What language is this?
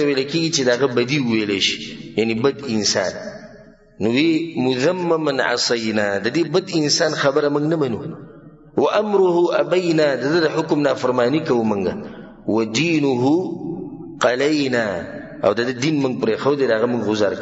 Pashto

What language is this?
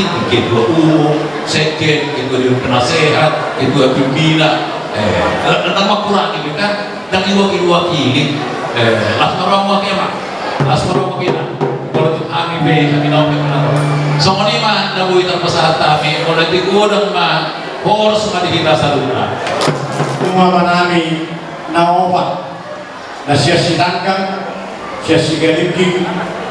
Batak Toba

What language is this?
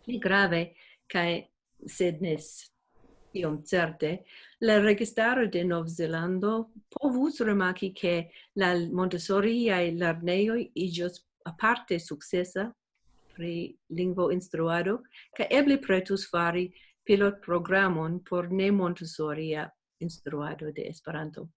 Esperanto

